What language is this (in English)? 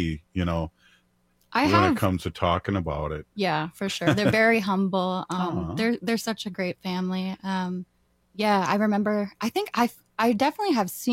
English